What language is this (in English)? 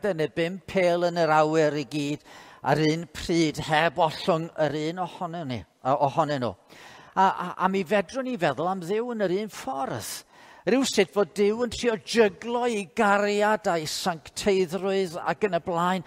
Welsh